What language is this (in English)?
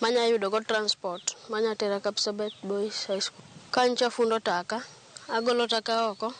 Luo (Kenya and Tanzania)